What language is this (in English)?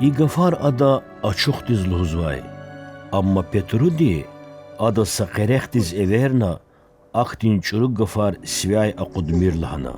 Lezghian